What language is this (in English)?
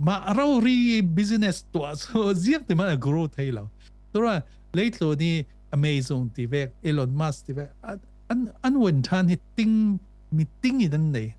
Falam Chin